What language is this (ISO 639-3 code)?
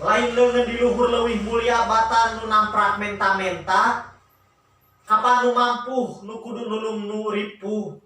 sun